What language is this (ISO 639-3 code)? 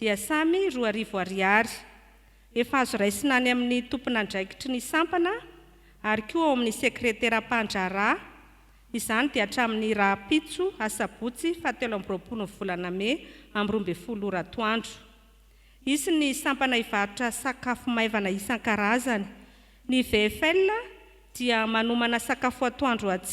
mlg